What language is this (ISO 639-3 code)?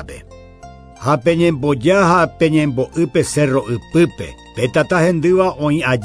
grn